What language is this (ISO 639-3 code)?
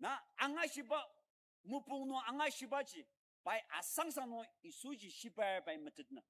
njo